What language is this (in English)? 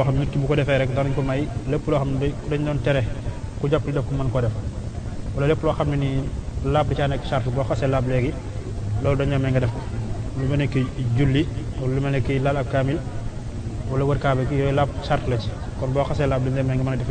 Wolof